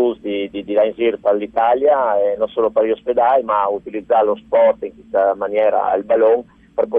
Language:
Friulian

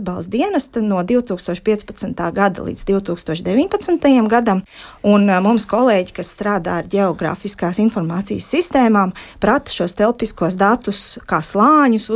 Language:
Latvian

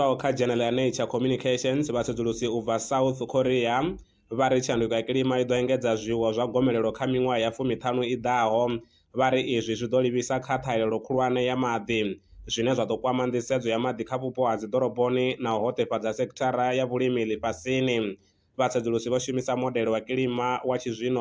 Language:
Venda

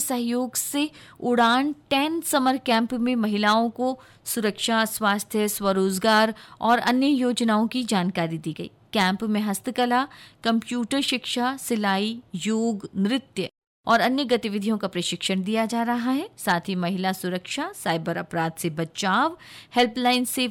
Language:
Hindi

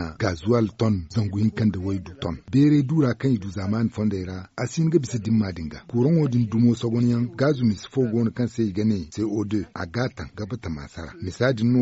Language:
Zarma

